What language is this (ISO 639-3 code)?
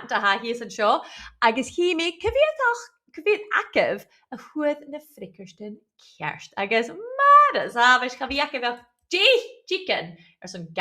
gla